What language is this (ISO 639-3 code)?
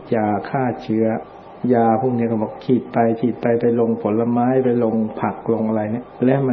tha